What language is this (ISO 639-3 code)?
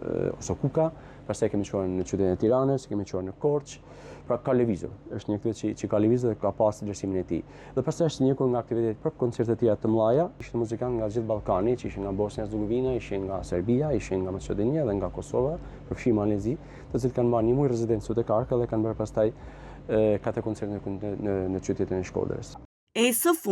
sqi